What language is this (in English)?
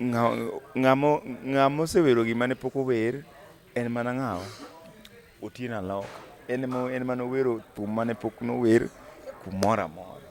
Luo (Kenya and Tanzania)